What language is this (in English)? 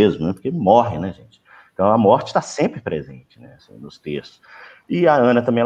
Portuguese